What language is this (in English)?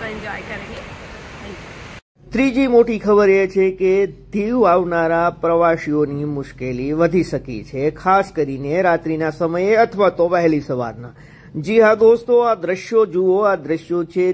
Gujarati